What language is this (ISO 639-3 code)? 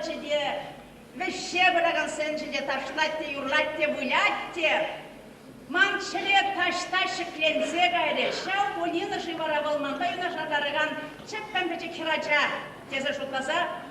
chv